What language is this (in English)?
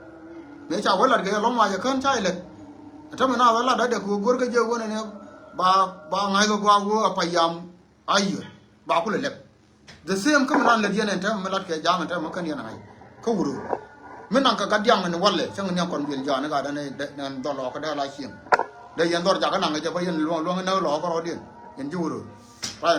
Nuer